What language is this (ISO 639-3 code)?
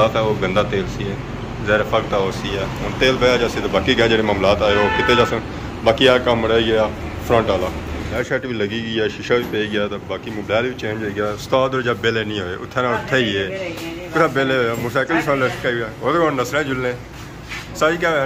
phr